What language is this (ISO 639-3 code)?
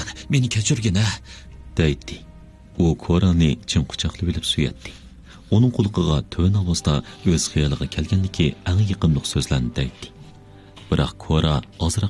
uig